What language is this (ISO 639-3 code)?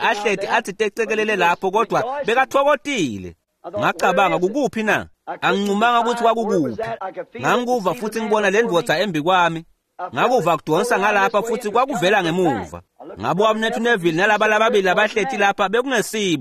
ssw